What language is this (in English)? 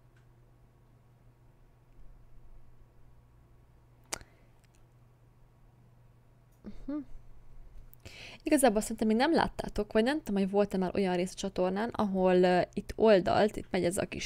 Hungarian